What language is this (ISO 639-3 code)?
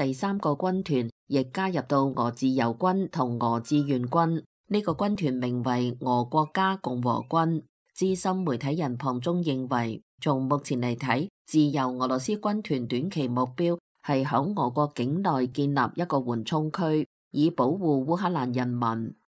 yue